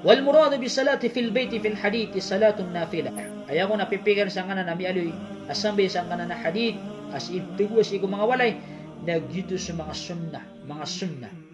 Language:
Maranao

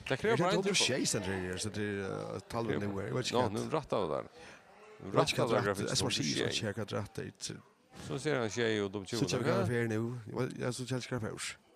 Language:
Faroese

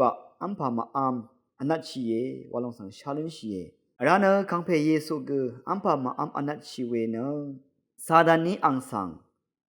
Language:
Rawang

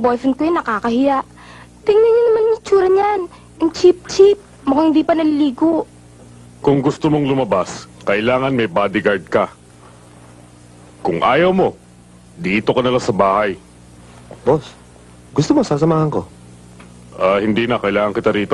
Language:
Filipino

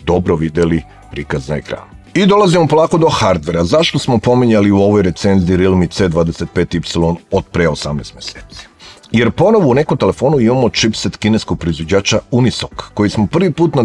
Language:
Serbian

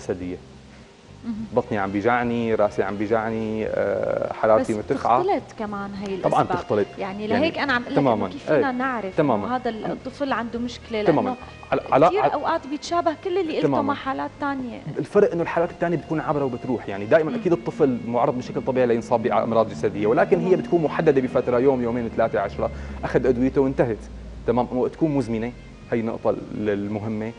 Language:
North Levantine Arabic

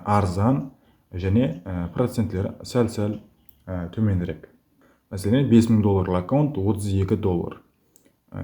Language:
Kara-Kalpak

